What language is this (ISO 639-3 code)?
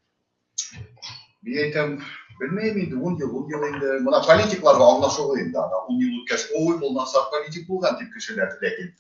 bak